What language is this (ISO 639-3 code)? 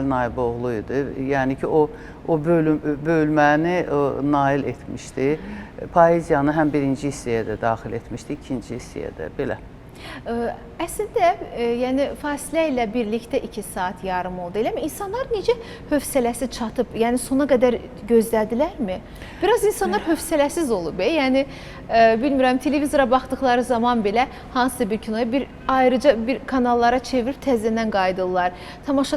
aze